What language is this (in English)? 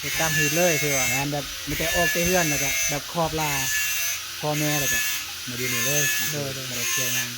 Northeastern Thai